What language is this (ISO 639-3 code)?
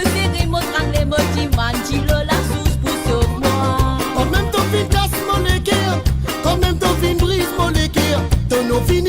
mfe